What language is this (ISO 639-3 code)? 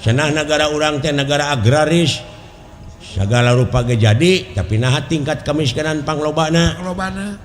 sun